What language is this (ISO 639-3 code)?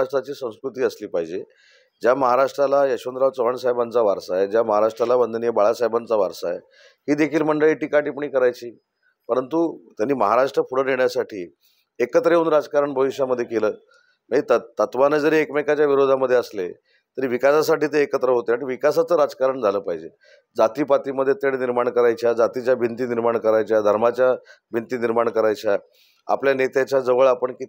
mar